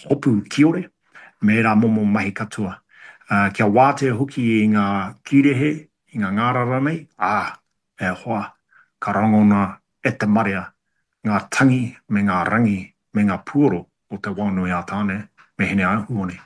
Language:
Māori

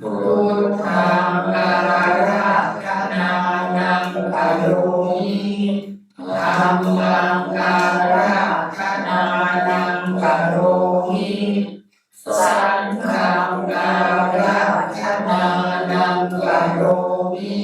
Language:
Pali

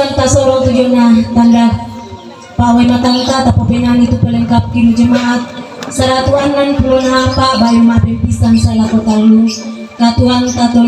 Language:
Toraja-Sa'dan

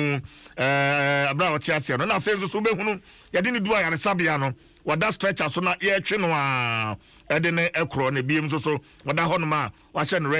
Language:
Akan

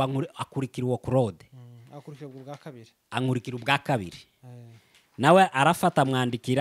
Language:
Rundi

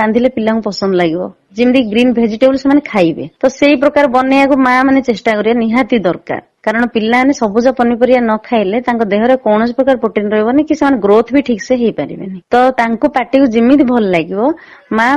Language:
Odia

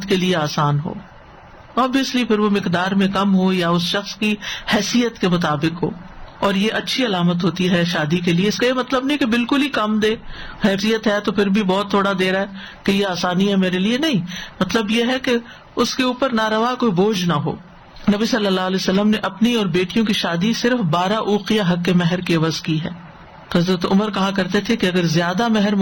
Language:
Urdu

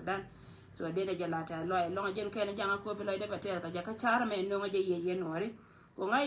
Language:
Nuer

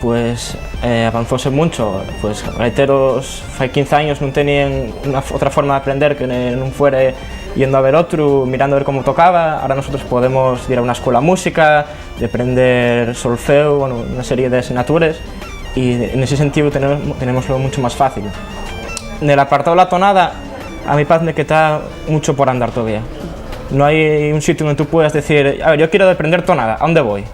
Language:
Asturian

